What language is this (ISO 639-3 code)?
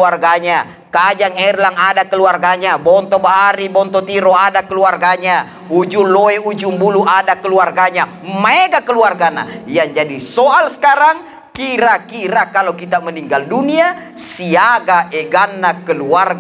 bug